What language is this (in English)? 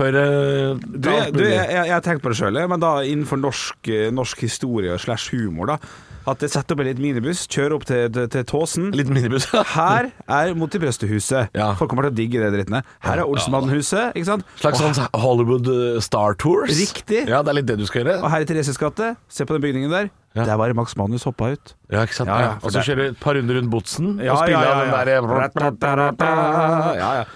Norwegian